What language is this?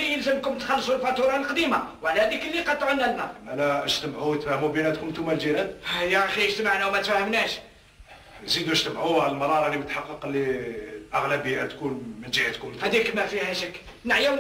Algerian Arabic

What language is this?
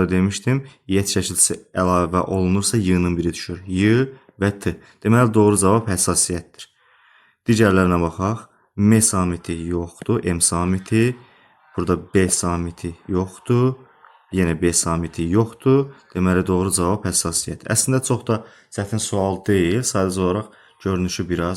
Azerbaijani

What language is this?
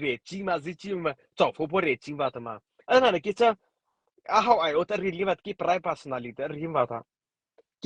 Mara Chin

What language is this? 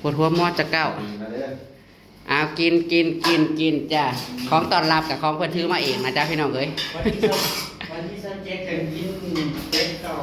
Northeastern Thai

